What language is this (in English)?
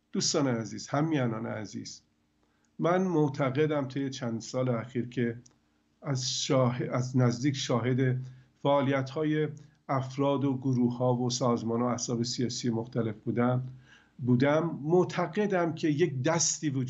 Persian